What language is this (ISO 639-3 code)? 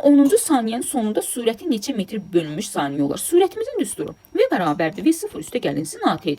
aze